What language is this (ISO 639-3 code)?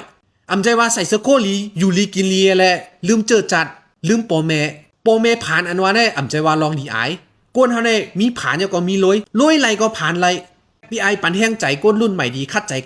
shn